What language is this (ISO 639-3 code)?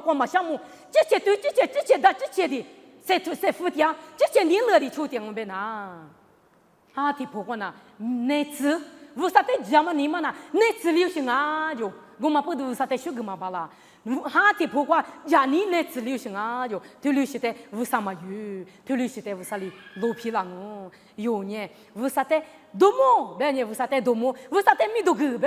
lis